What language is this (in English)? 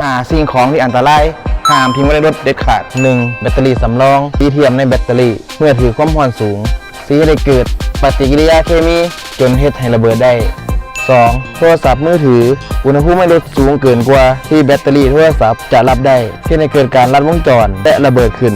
Lao